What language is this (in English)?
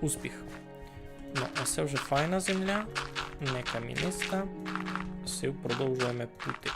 Rusyn